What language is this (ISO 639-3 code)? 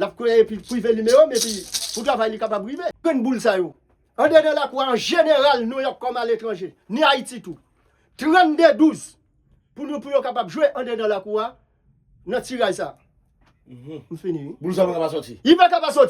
hat